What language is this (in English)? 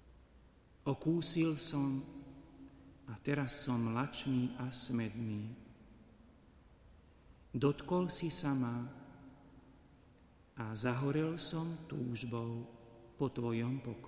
Slovak